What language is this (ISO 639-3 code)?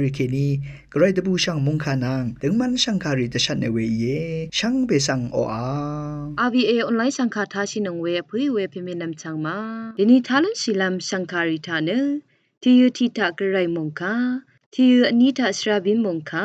raw